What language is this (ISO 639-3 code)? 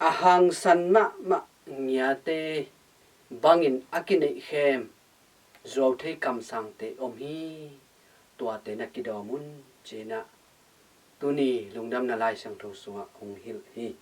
ctd